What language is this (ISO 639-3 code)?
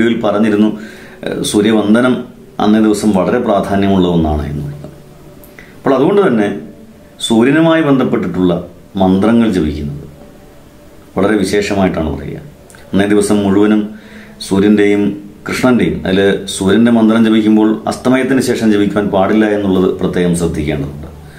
mal